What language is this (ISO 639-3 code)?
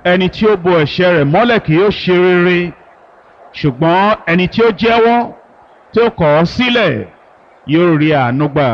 yor